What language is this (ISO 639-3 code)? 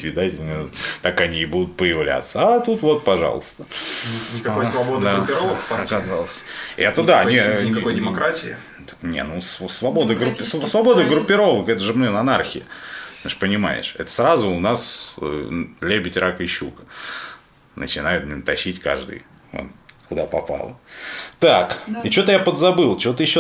rus